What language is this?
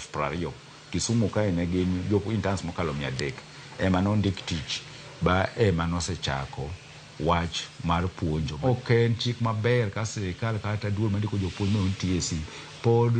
Luo (Kenya and Tanzania)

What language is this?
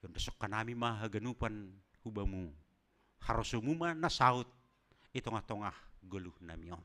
Batak Simalungun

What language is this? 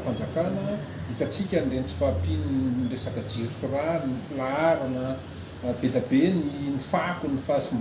Malagasy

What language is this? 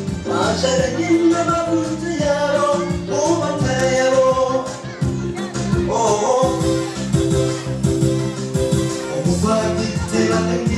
Kinyarwanda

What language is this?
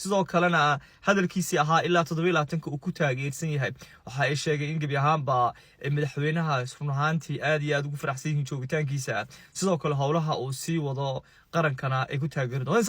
Somali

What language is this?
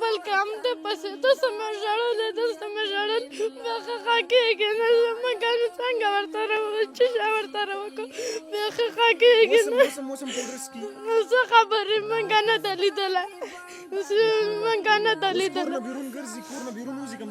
Pashto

